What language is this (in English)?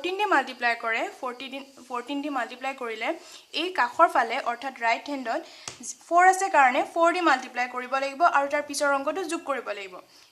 Assamese